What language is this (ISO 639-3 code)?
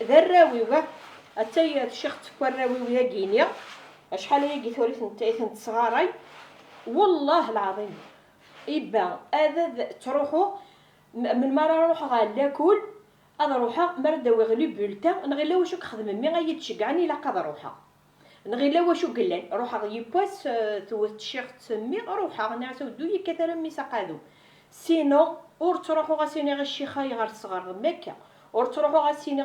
kab